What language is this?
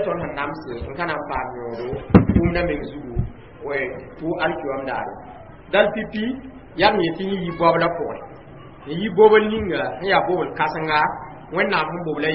Mossi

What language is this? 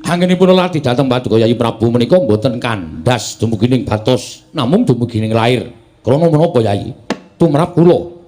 Javanese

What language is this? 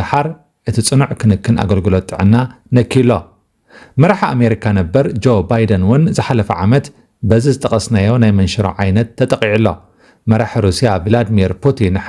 Tigrinya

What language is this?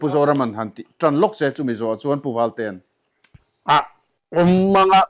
Mizo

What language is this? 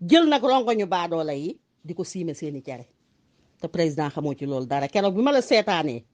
Wolof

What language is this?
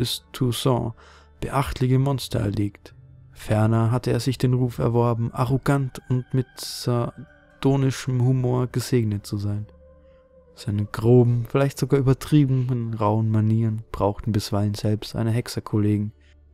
German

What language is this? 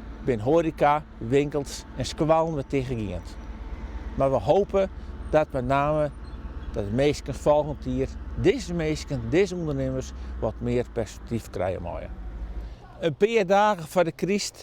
Western Frisian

